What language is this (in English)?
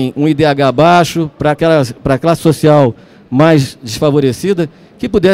Portuguese